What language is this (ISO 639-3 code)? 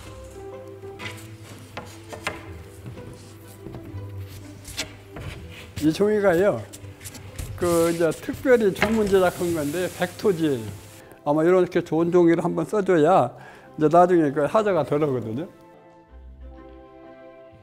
kor